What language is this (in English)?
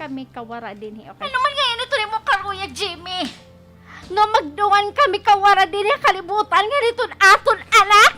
Waray